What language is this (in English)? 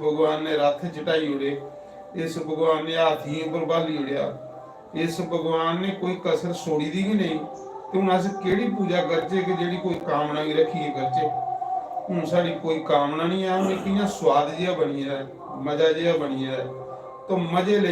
Dogri